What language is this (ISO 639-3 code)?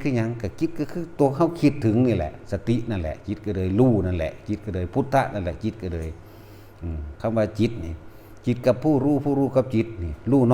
tts